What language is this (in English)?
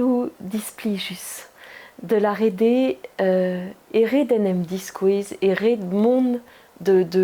Breton